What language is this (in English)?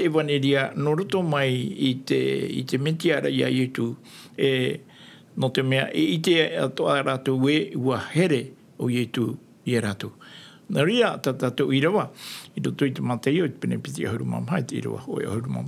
Tahitian